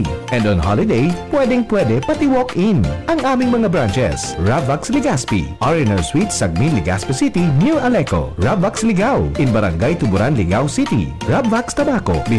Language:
Bikol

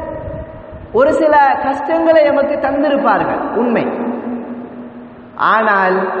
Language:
Tamil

